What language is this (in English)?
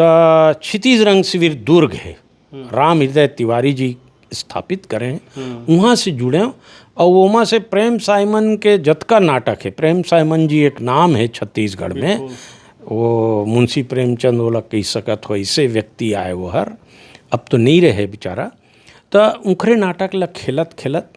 Chhattisgarhi